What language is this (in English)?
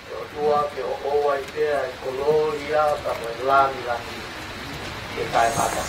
Tongan